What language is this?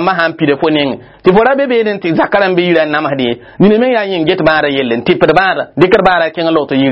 Mossi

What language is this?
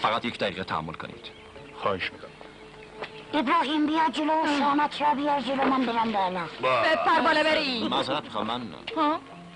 Persian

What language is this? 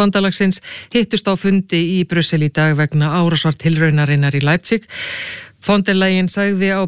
Icelandic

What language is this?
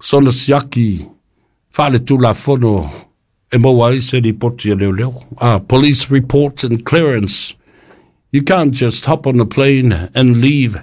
Samoan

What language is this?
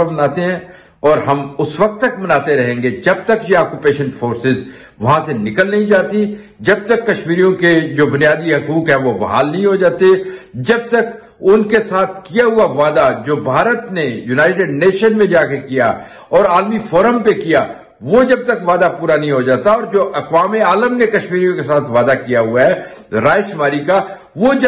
Urdu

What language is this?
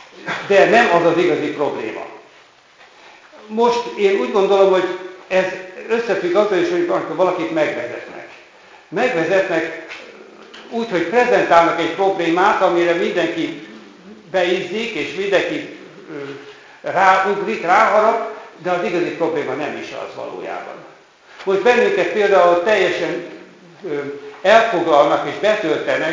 Hungarian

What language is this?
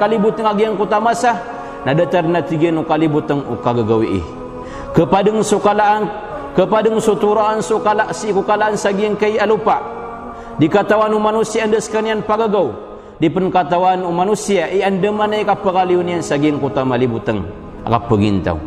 Maranao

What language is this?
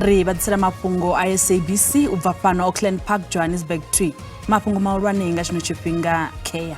Venda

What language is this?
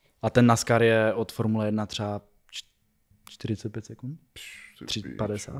Czech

